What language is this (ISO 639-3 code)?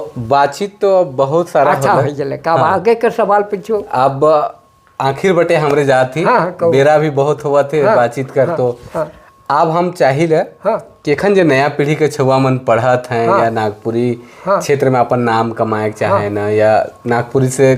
sck